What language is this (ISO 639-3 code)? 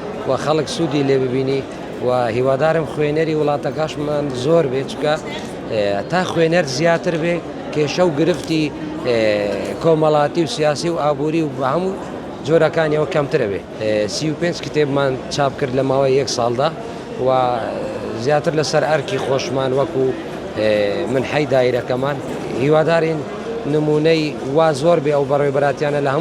ckb